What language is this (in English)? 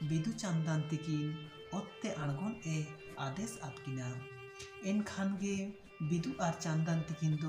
Santali